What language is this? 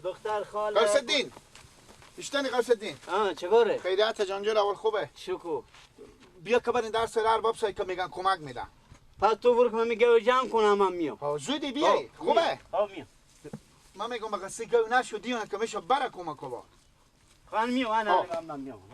Persian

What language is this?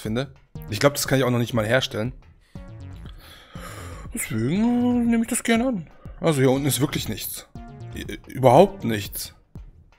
German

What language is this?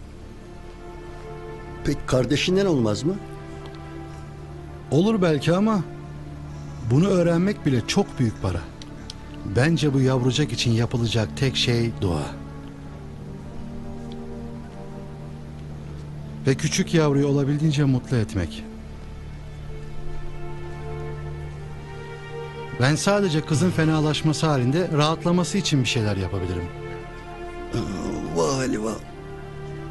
Turkish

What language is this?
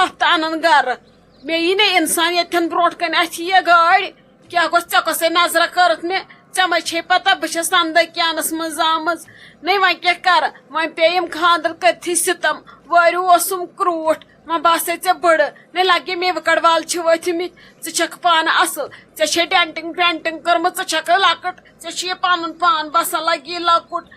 Kashmiri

